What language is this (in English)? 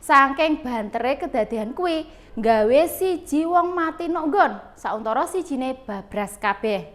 Javanese